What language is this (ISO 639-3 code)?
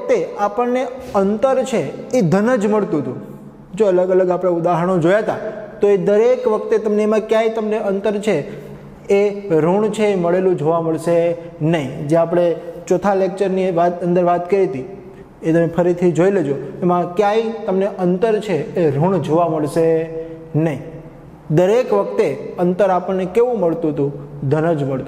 guj